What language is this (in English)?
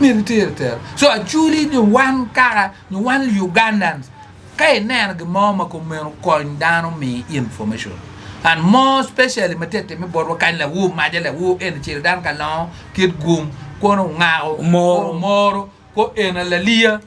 Acoli